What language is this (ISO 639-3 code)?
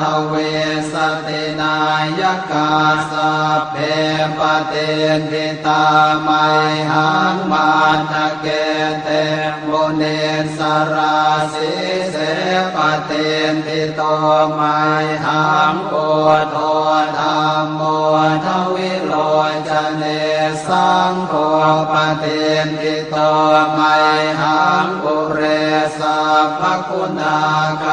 pli